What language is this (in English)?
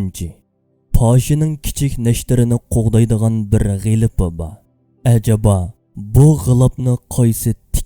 Uyghur